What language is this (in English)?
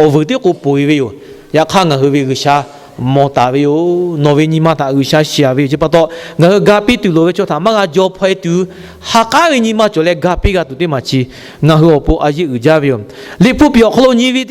Lahu